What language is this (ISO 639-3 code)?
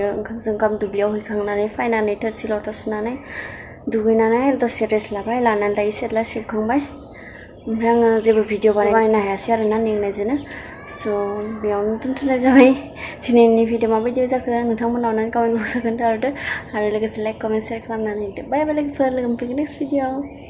brx